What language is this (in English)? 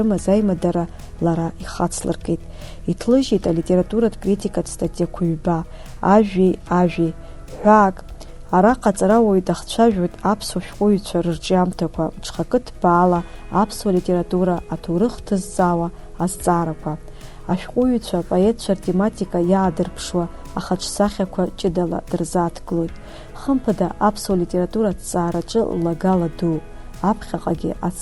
Abkhazian